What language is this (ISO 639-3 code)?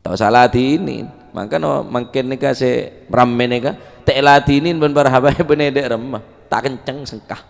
mad